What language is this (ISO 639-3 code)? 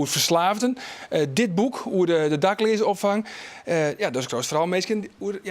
fry